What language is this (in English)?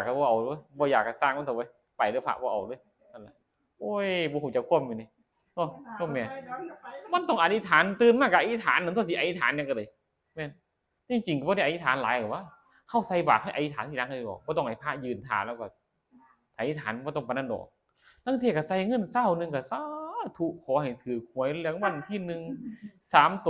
Northeastern Thai